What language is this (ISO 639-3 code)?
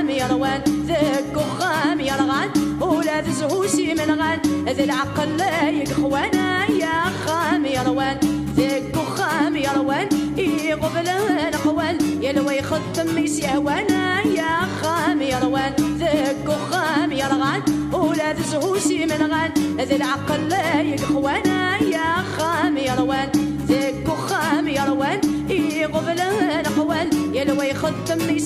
kab